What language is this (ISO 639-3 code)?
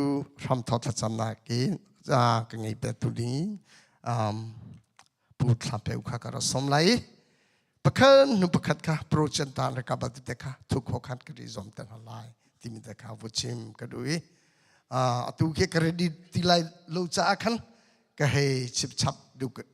cnh